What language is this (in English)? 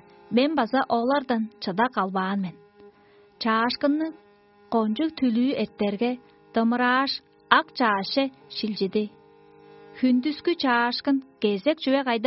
Tuvinian